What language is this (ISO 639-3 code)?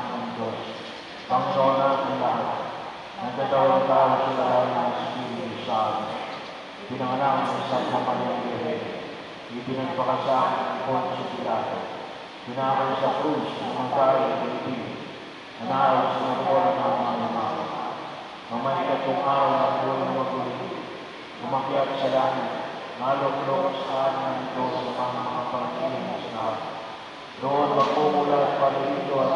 fil